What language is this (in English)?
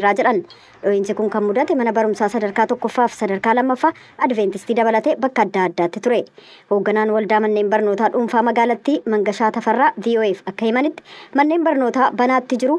Oromo